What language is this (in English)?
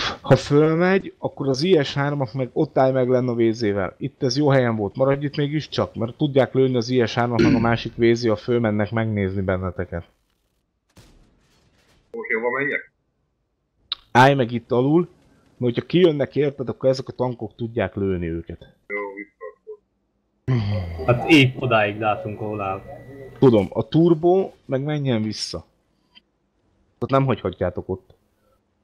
Hungarian